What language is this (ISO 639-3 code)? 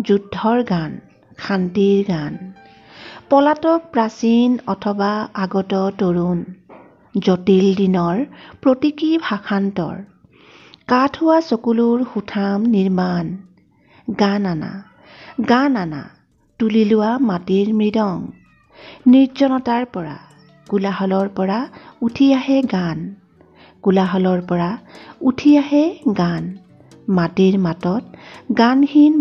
asm